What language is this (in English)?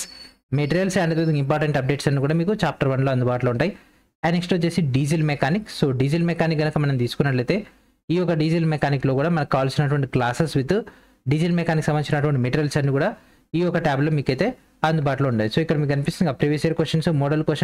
Telugu